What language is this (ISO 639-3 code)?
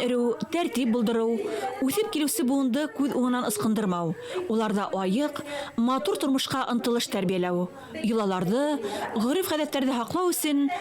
bak